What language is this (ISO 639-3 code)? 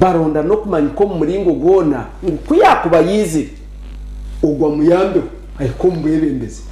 nyn